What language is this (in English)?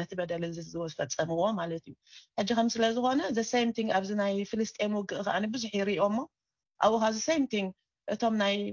Tigrinya